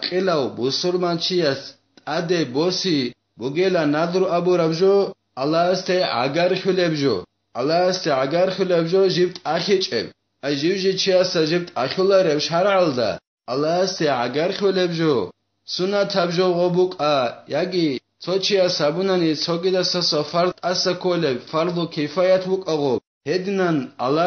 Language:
Avaric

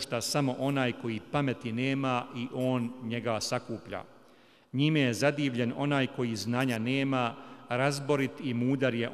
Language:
Bosnian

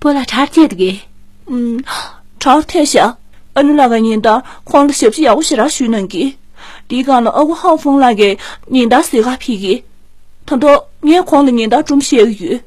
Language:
Tibetan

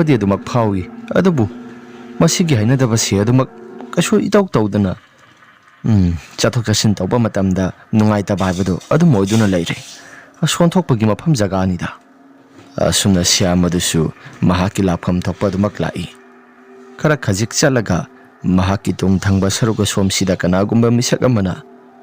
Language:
Manipuri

